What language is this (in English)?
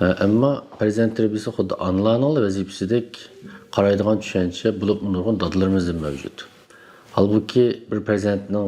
Uyghur